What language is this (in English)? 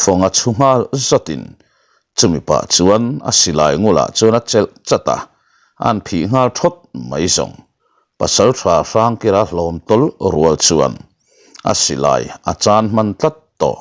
Mizo